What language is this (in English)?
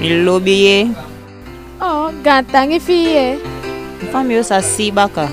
Eastern Maroon Creole